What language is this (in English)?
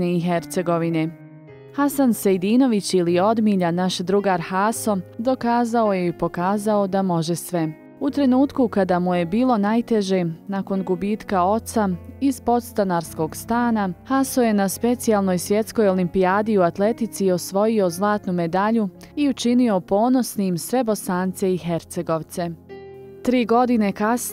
Bosnian